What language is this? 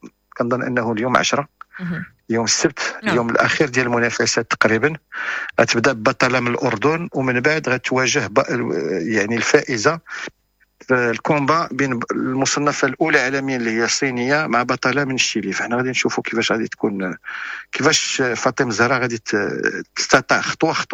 Moroccan Arabic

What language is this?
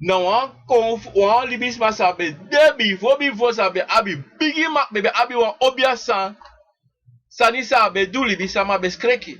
Sranan Tongo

